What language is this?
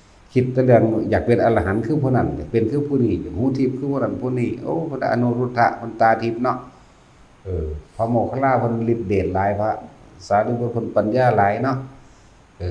Northeastern Thai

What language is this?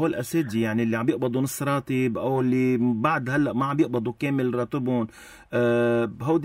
North Levantine Arabic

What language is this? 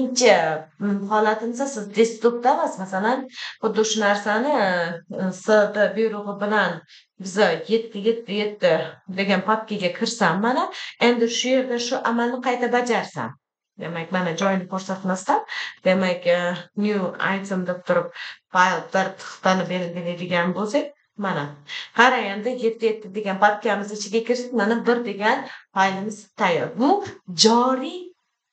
Uzbek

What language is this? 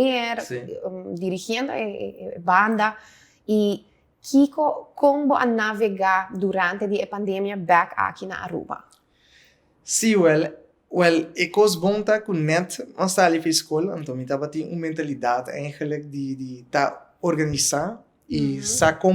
Papiamento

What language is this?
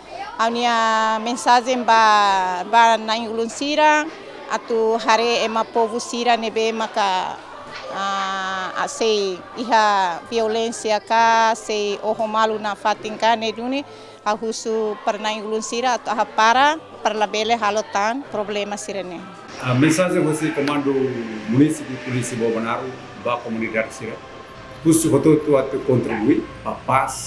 Tetum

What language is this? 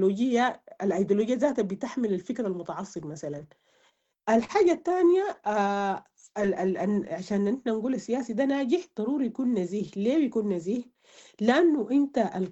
Sudanese Arabic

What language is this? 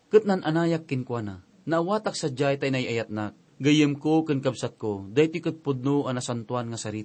Iloko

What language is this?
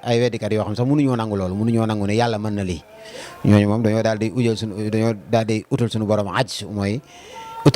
Wolof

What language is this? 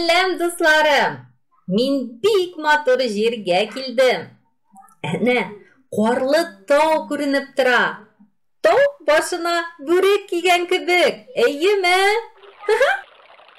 Tatar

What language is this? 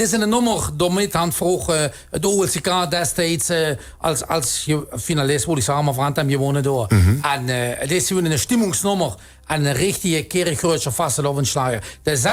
Limburgish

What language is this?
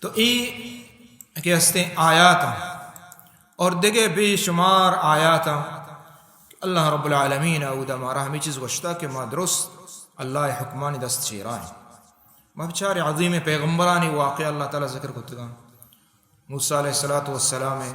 Baluchi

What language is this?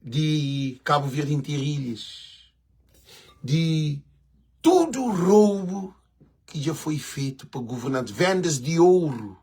Kabuverdianu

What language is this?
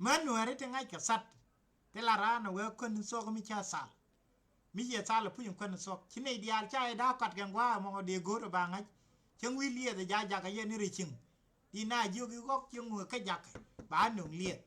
Nuer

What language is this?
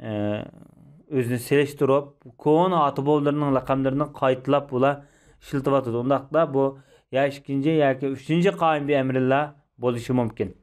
Uyghur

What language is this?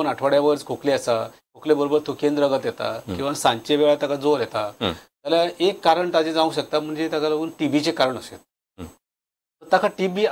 Konkani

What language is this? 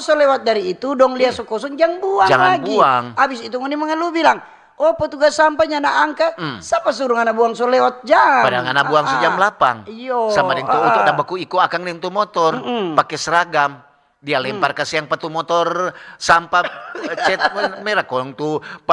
Manado Malay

